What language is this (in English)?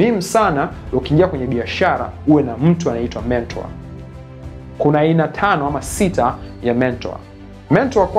Swahili